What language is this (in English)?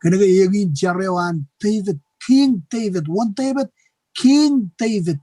Marshallese